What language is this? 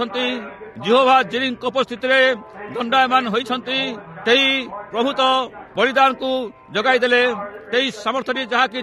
Odia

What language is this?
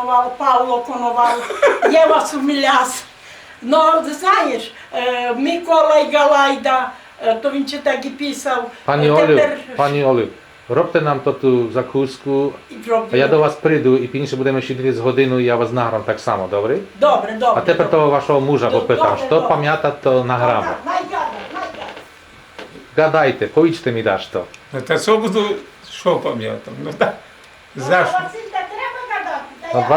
Rusyn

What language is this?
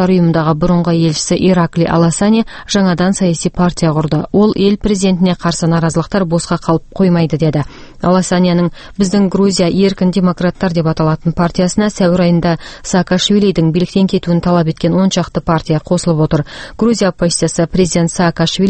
Kazakh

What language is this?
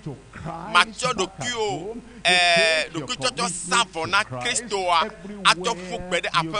Ewe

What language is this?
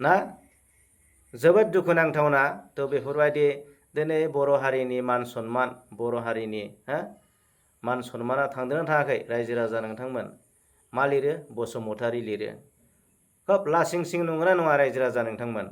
Bodo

